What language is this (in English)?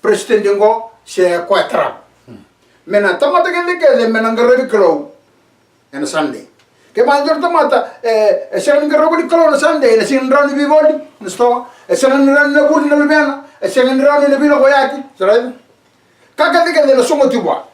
Fijian